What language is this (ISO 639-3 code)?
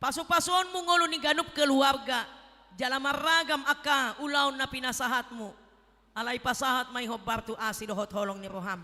bbc